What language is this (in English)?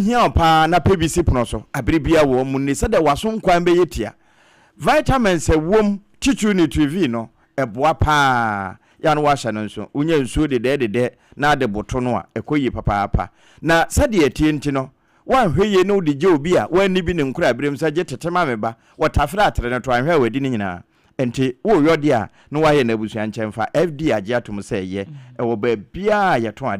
Akan